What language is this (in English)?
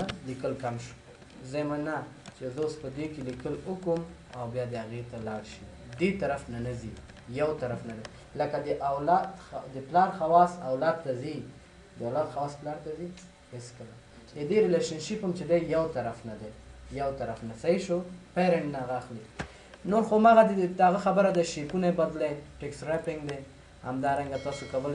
Pashto